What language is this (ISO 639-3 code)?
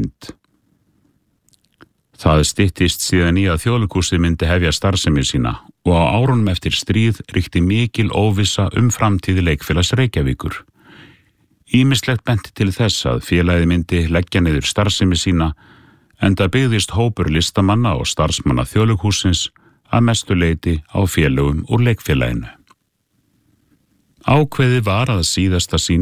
isl